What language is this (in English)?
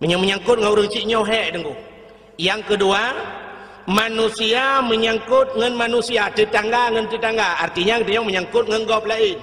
Achinese